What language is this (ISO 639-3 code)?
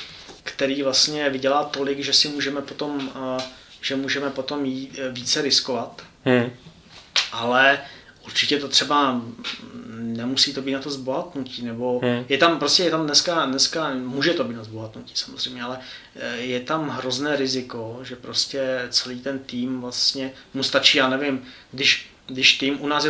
ces